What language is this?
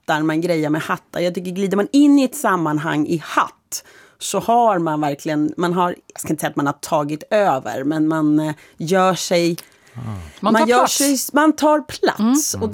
Swedish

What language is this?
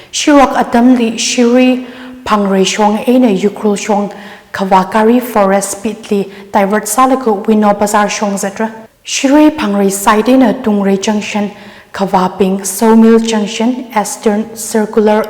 Tangkhul Naga (India)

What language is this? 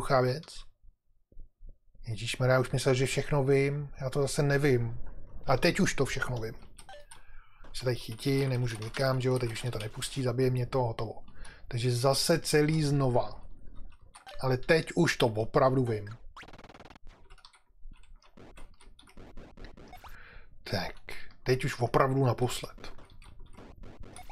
Czech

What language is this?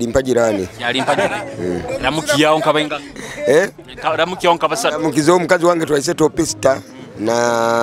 Nyoro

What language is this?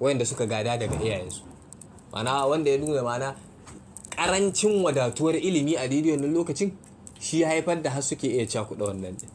Hausa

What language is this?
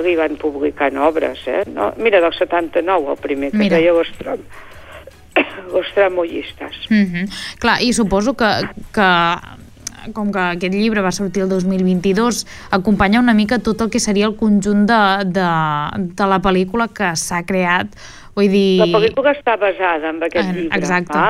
Catalan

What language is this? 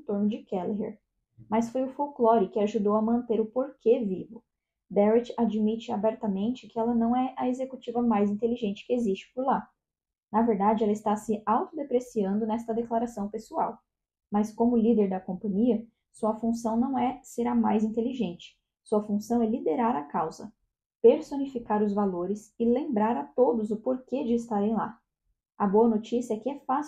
Portuguese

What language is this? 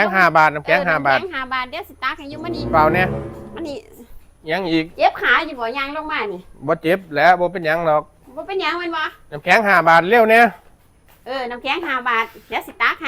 Northeastern Thai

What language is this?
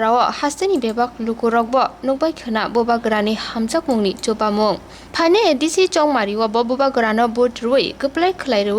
Kok Borok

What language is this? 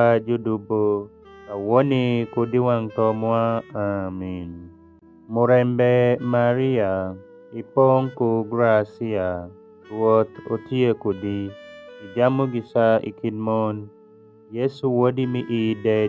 Alur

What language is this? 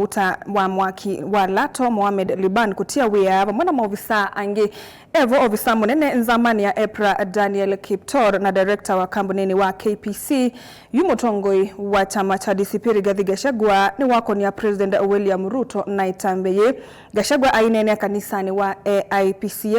Kamba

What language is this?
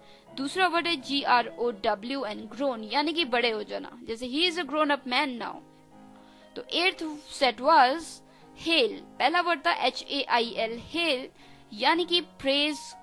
Hindi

